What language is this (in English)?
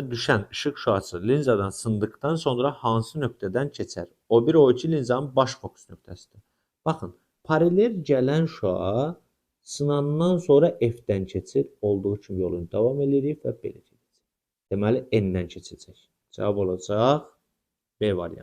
Azerbaijani